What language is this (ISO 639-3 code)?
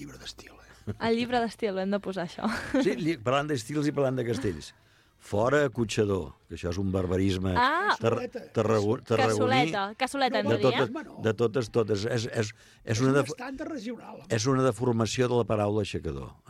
cat